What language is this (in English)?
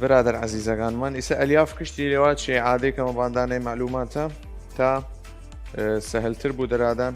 Southern Kurdish